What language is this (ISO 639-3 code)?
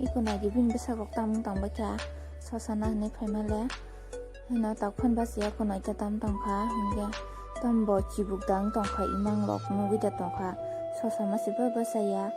trp